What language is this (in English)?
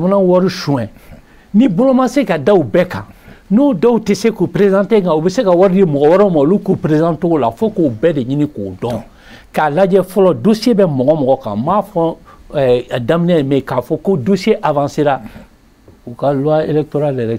Bambara